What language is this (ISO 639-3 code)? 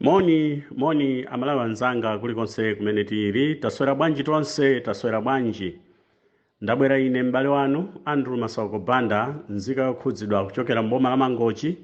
nya